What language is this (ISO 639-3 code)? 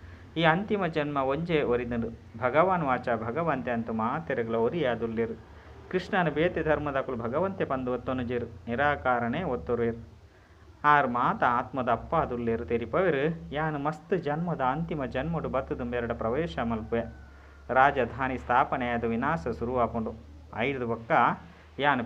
tcy